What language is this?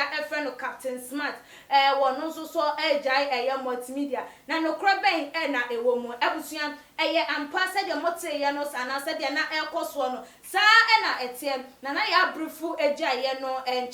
Akan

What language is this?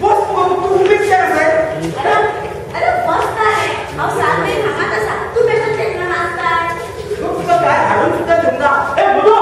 Konkani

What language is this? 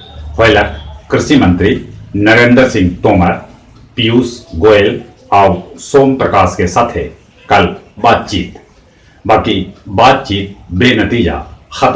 Magahi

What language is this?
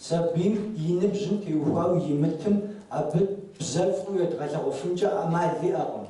Kabardian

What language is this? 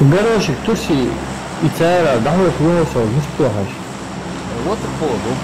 Ingush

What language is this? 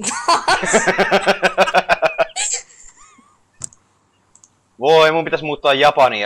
Finnish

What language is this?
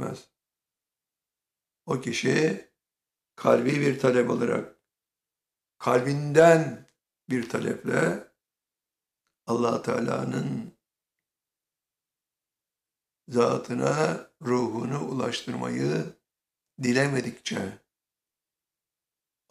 Turkish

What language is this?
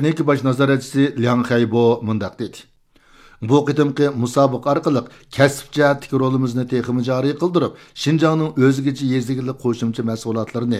Uyghur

